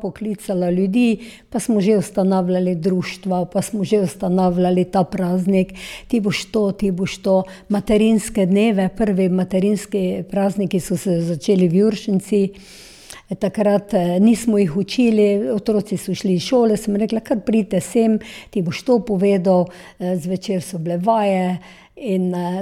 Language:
Slovenian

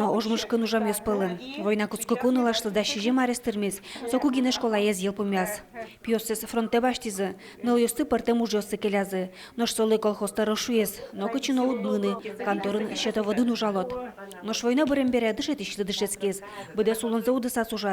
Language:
Udmurt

